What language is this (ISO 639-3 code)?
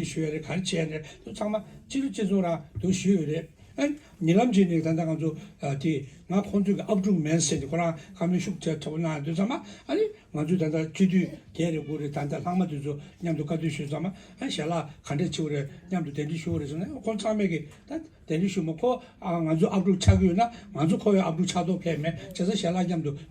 bod